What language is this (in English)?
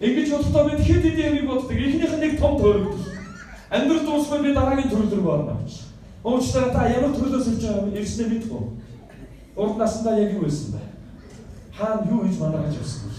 Mongolian